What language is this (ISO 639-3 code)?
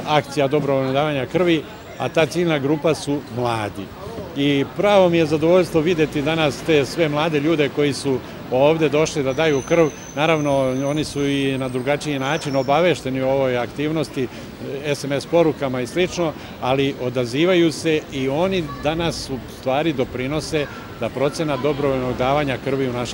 srp